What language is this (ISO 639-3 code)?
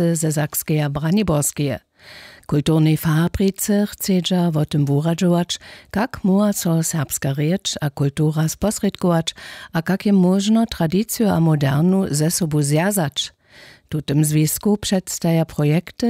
hsb